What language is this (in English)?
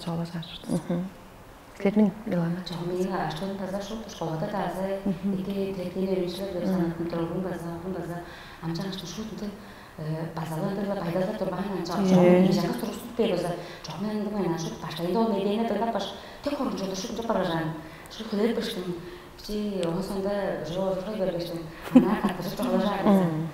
Tuvinian